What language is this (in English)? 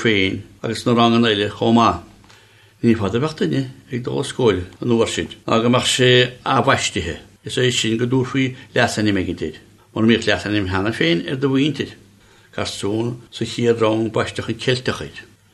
Irish